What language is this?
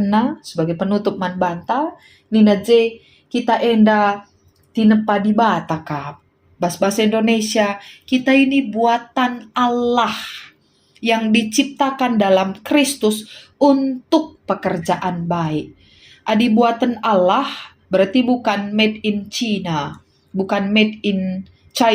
Batak Karo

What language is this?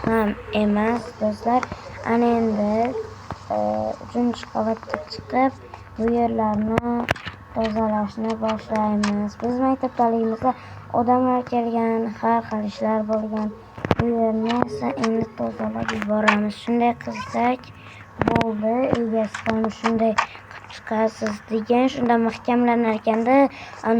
Uzbek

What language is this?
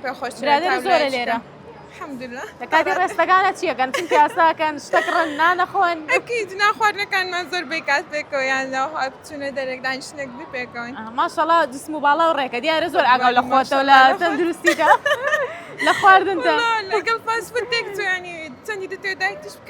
Central Kurdish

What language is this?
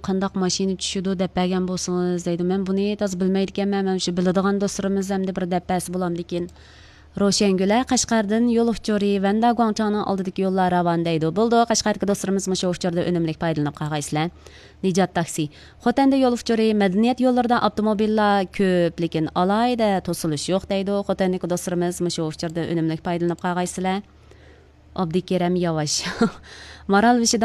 Uyghur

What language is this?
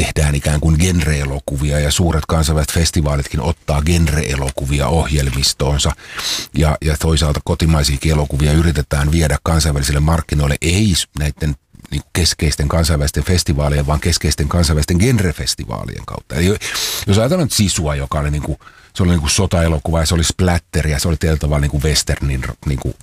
Finnish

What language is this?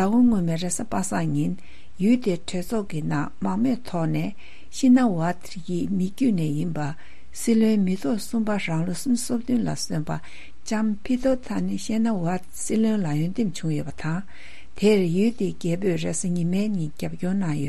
Tibetan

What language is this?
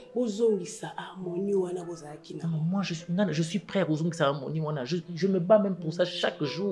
Lingala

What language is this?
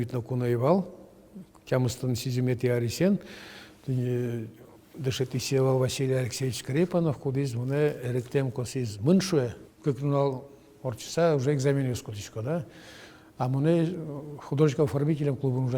Udmurt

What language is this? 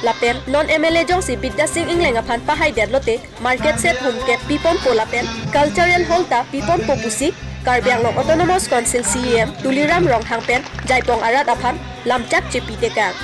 Karbi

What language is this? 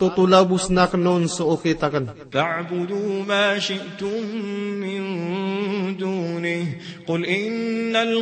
Maranao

